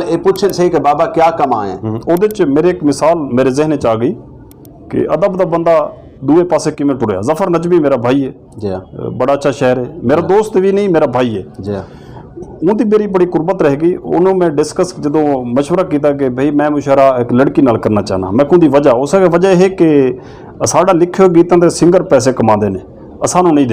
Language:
Western Panjabi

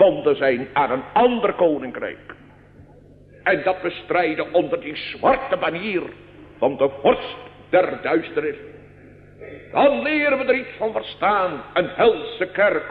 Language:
Dutch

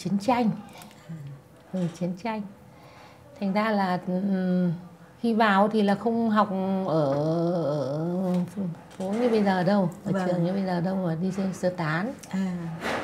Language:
Vietnamese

